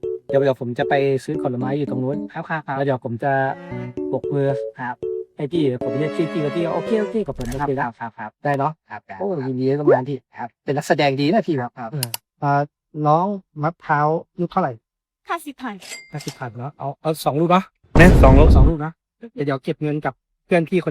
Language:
Lao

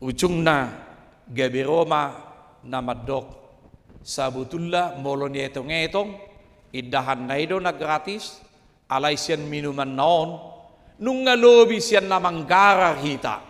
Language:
Batak Toba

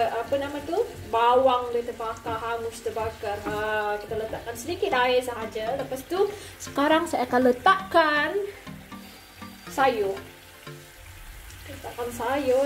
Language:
Malay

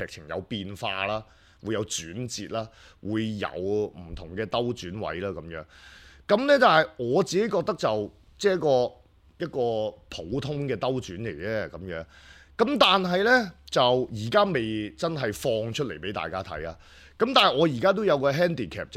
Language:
Cantonese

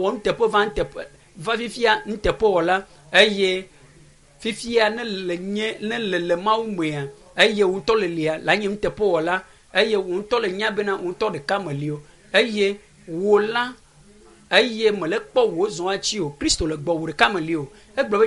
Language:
Ewe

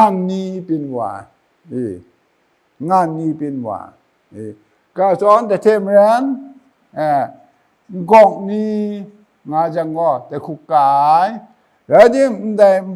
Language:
Kachin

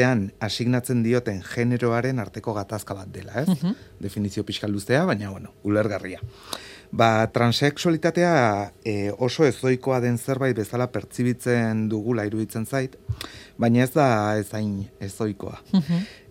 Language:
Basque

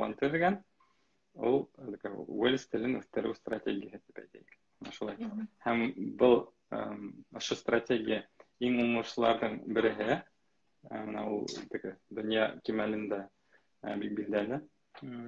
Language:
Bashkir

